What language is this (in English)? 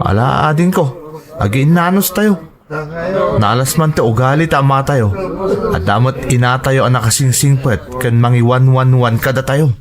Iloko